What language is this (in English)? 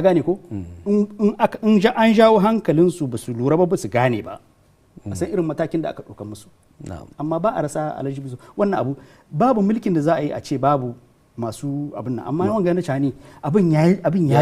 Hausa